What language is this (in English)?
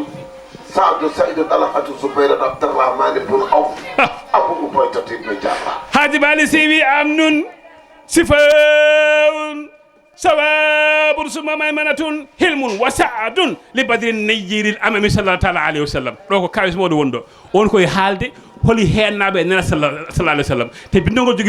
Fula